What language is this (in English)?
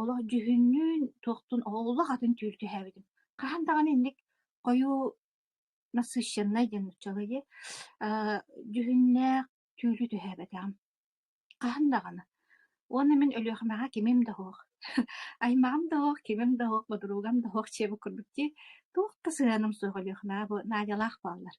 Yakut